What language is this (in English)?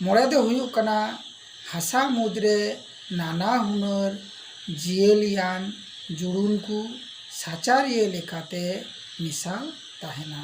Santali